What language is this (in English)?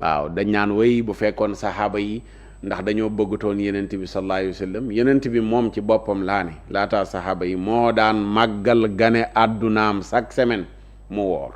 Wolof